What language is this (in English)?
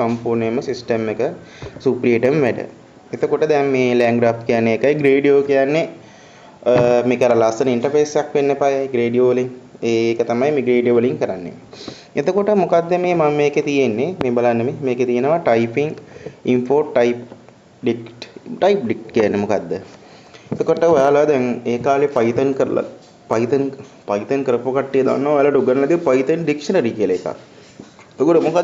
Sinhala